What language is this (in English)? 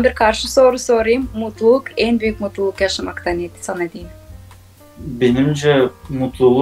Gagauz